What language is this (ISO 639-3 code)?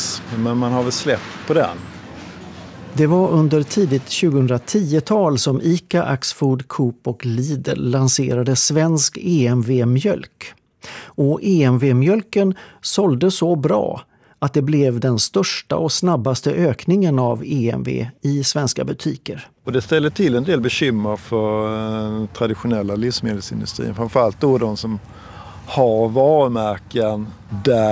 swe